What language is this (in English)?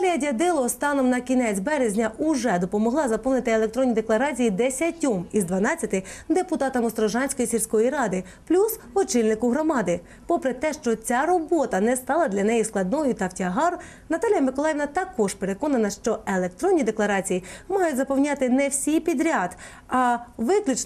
Ukrainian